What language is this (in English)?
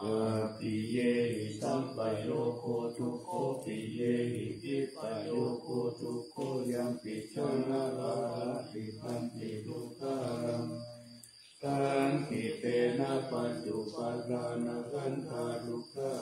Pali